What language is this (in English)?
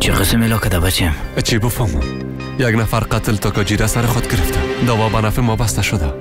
Persian